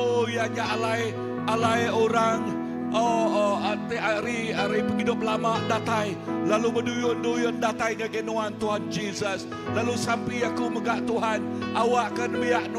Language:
Iban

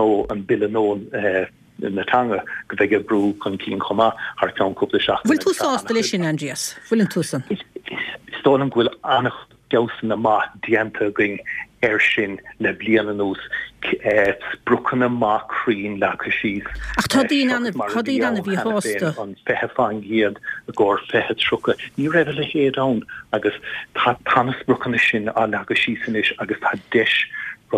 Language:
Irish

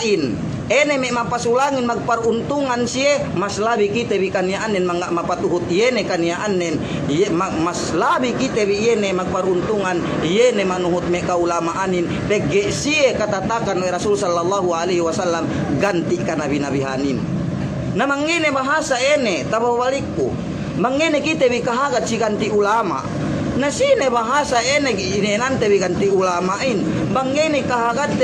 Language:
Yakan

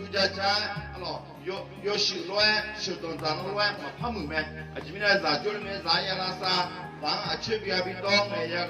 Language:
Akha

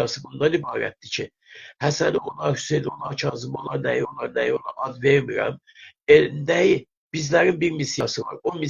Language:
South Azerbaijani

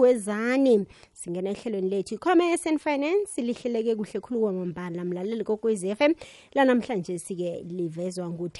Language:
Xhosa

